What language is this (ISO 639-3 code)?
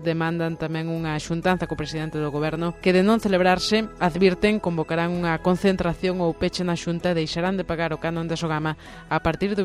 glg